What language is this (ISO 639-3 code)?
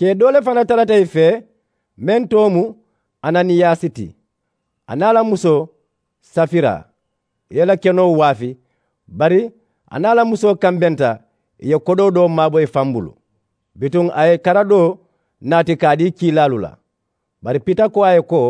man